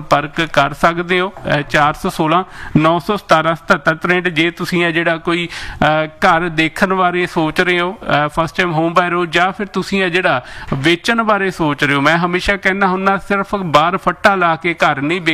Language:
Punjabi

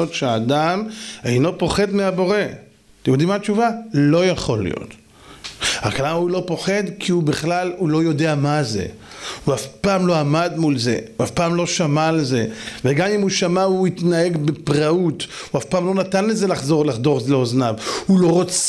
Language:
Hebrew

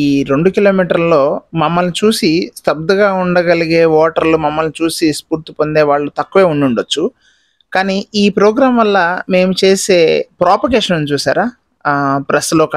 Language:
Telugu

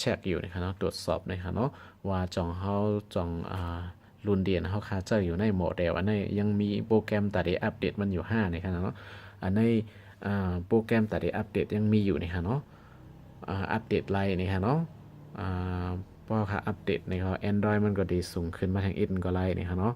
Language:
Shan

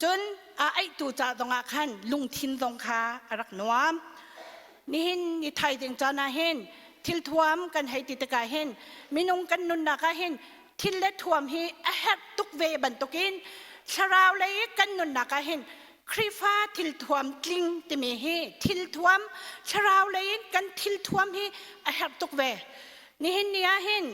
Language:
Hakha Chin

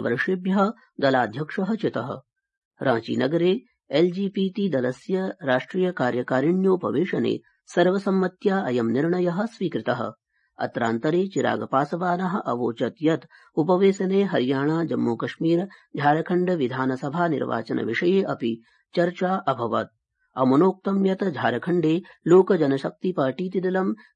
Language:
Sanskrit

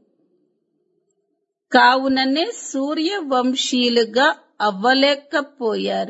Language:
Telugu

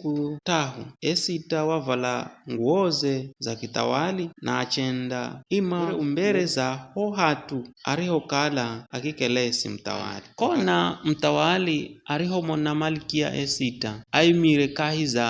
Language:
Giryama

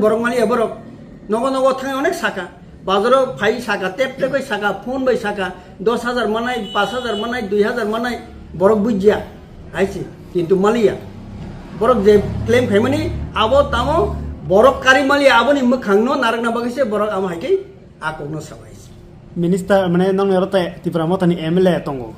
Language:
Kok Borok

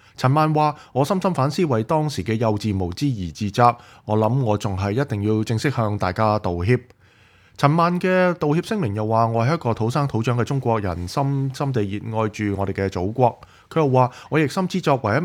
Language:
Cantonese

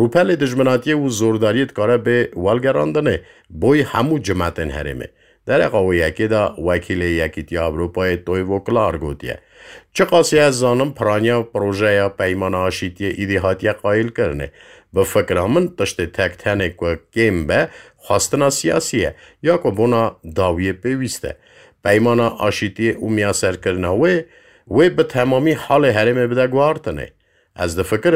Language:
Kurdish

